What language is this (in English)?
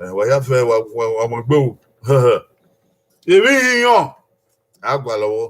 Bini